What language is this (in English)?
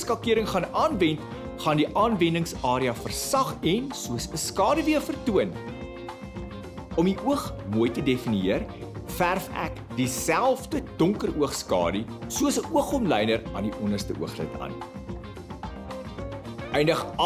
Afrikaans